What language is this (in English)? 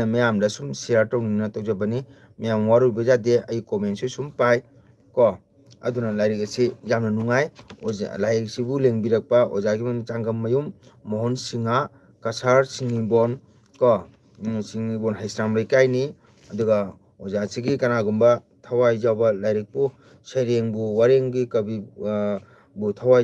Manipuri